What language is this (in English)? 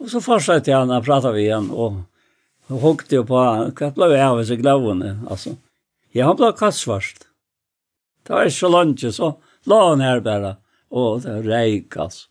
Faroese